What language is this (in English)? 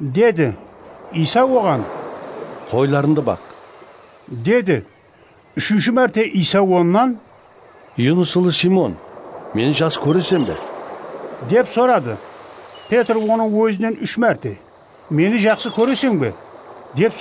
Kara-Kalpak